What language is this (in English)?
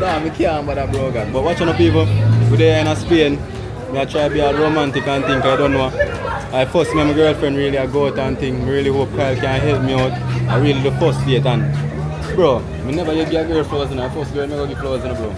Jamaican Creole English